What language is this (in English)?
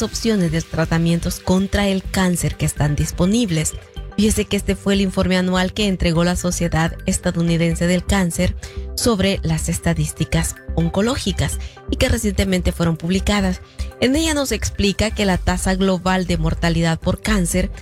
Spanish